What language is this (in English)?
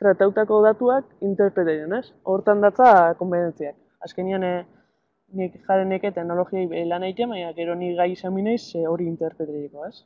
Basque